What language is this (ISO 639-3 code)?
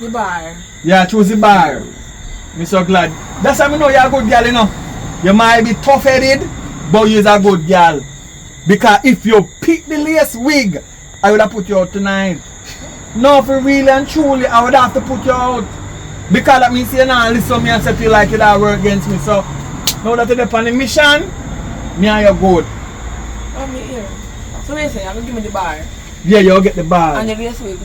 jam